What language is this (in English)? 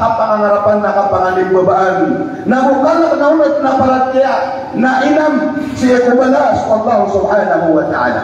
Maranao